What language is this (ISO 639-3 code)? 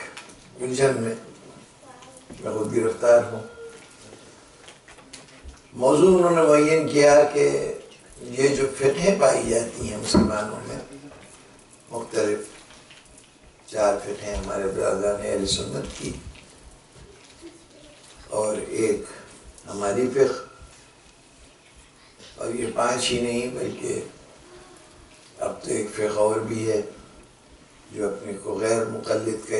urd